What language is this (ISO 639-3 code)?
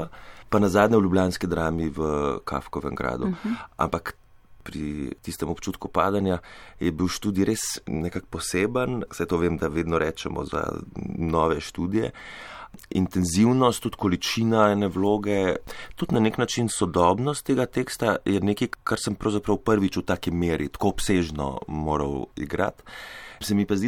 slv